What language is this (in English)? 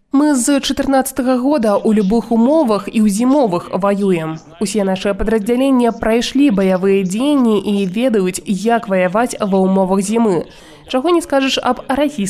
Belarusian